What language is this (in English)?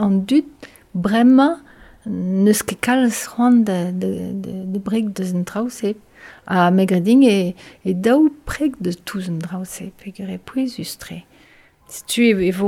Breton